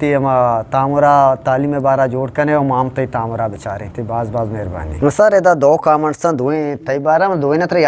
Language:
Eastern Balochi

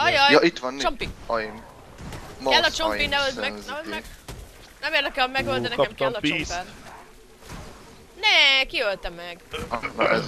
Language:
Hungarian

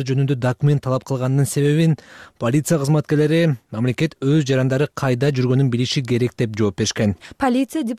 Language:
Kyrgyz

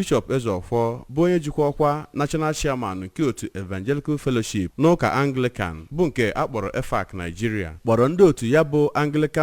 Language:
Igbo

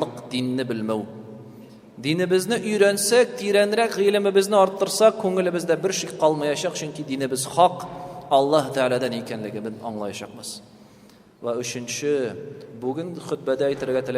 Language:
Tatar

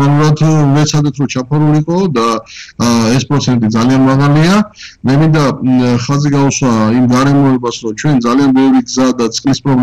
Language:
Georgian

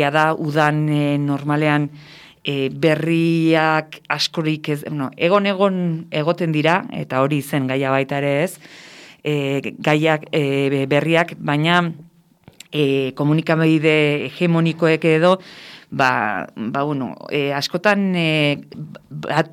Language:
Basque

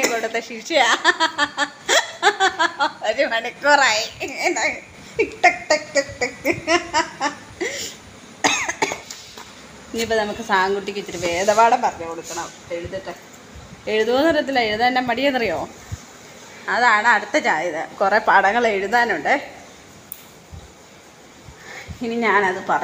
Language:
Malayalam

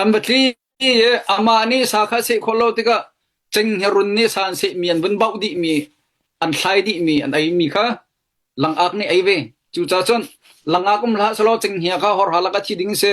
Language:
Hakha Chin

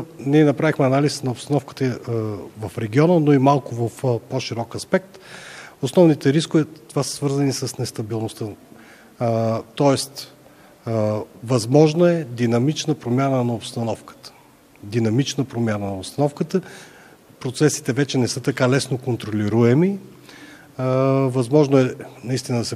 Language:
Bulgarian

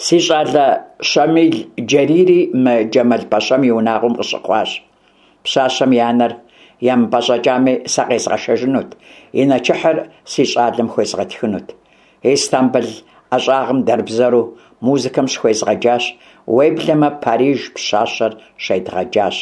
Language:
Kabardian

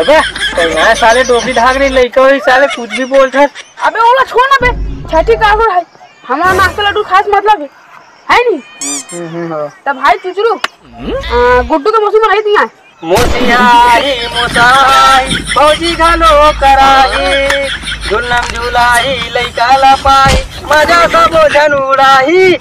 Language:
Chhattisgarhi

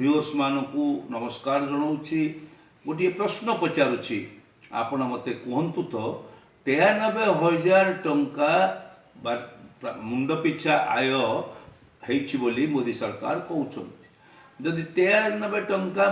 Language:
Odia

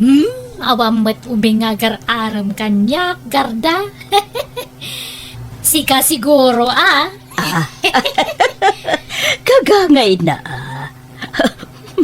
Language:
Iloko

